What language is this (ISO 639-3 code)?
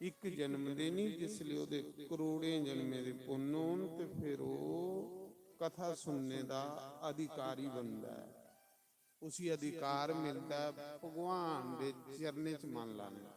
doi